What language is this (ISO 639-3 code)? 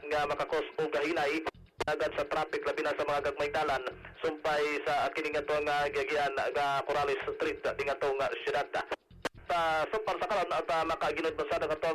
ceb